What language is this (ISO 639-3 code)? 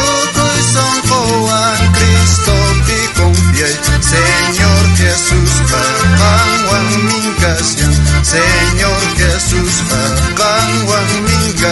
quh